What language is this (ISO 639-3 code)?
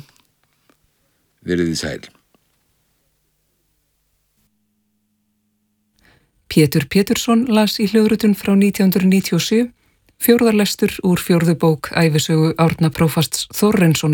isl